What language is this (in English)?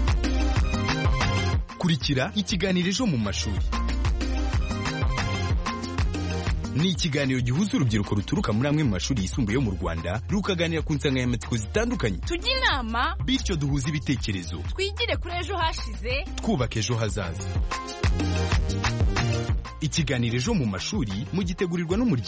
Kinyarwanda